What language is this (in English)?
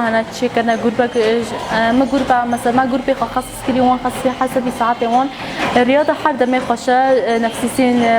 Kurdish